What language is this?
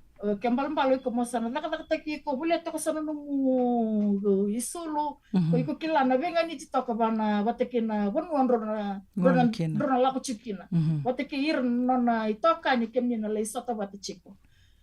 Fijian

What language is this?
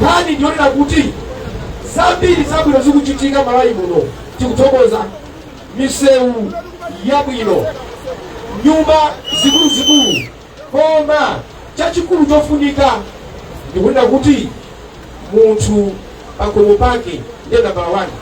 Nyanja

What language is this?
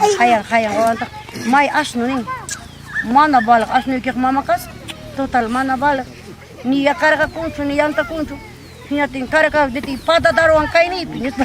Ayacucho Quechua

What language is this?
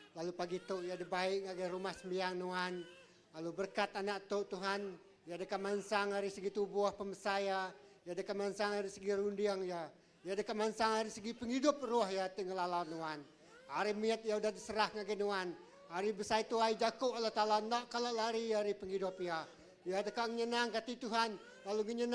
Iban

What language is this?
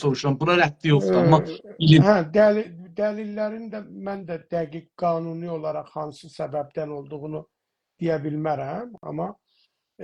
South Azerbaijani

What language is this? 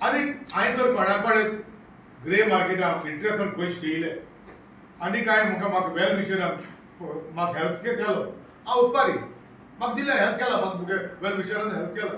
Konkani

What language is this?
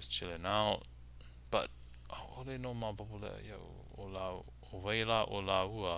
Hawaiian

